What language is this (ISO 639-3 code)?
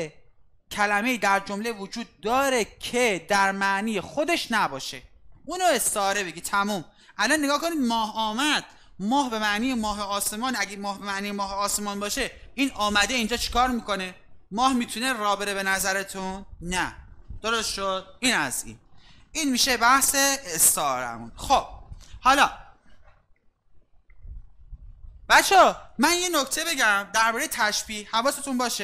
fas